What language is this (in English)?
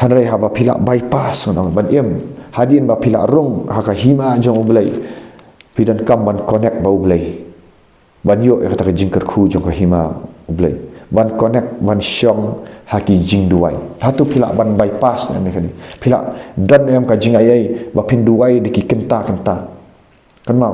Khasi